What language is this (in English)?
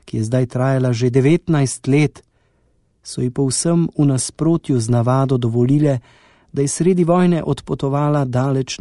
Slovenian